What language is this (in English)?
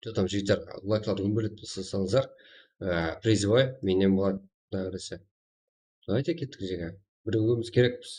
Kara-Kalpak